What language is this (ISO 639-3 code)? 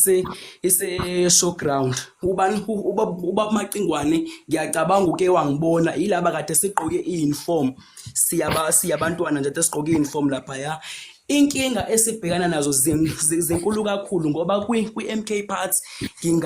zul